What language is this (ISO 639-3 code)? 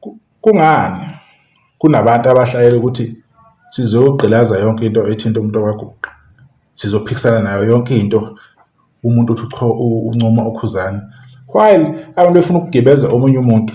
zul